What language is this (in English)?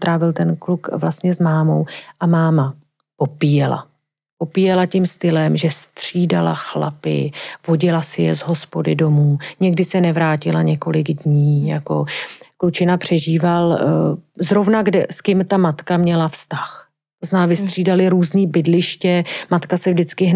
Czech